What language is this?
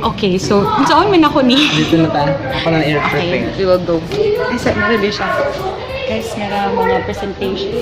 Cebuano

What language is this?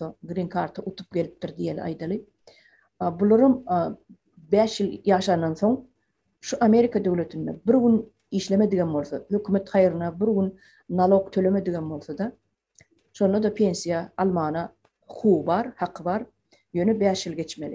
Turkmen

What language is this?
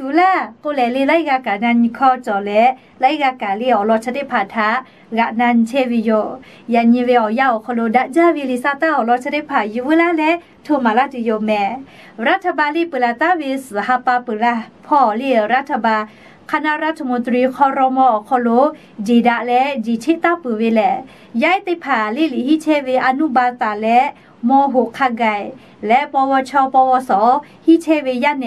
Lahu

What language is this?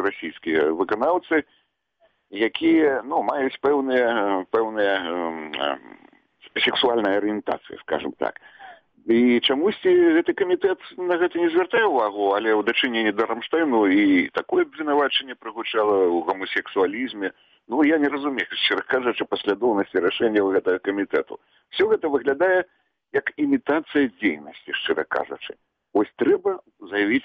Belarusian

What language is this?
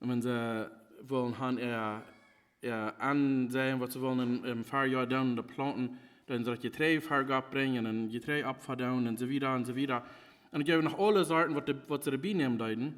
Plautdietsch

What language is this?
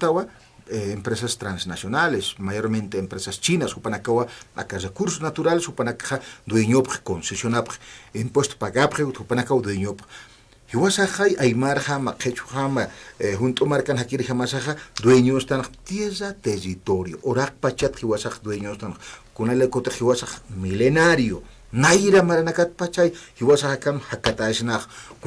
Aymara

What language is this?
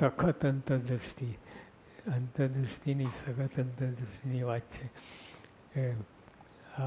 Gujarati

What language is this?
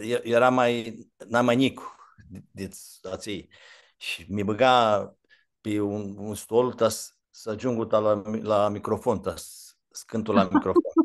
Aromanian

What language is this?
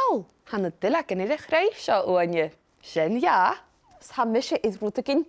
Scottish Gaelic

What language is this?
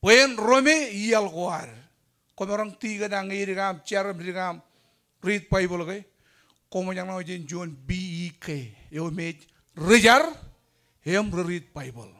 Marshallese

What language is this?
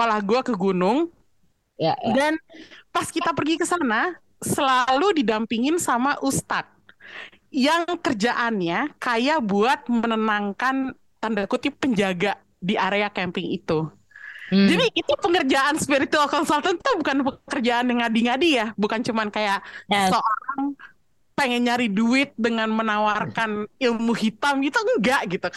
Indonesian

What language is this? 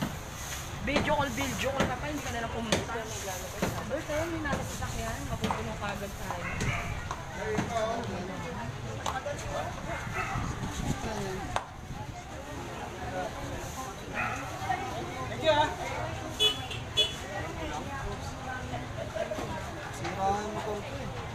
Filipino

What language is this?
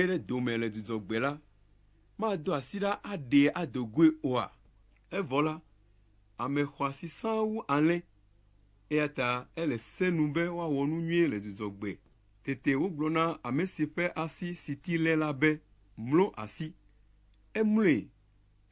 Ewe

